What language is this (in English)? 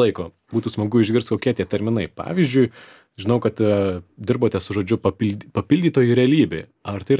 Lithuanian